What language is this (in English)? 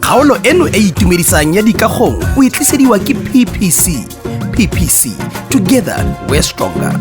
Tswana